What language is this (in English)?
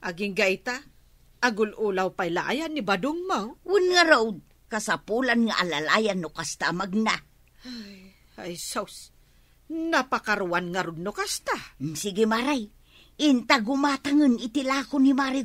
Iloko